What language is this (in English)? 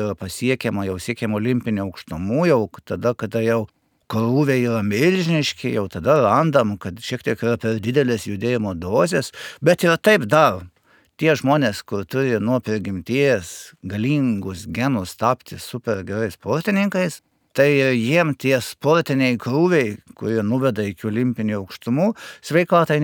Lithuanian